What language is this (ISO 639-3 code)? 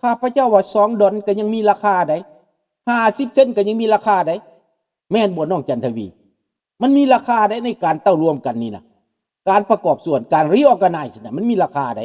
lao